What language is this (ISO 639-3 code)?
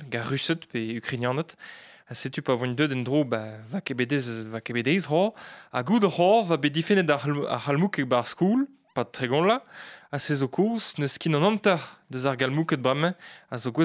bre